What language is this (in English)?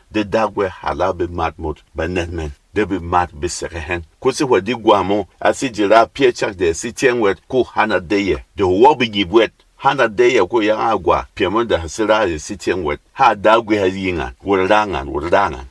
Berom